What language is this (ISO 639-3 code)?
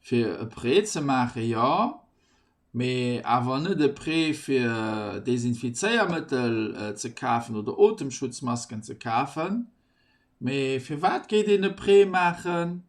ltz